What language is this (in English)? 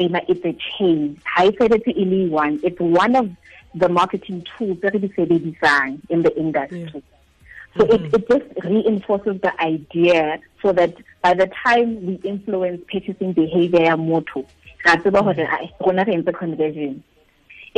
Tswana